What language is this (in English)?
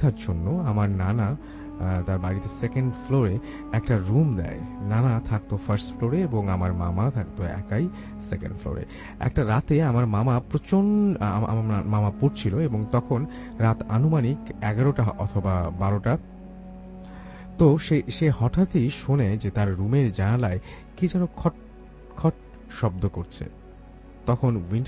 Bangla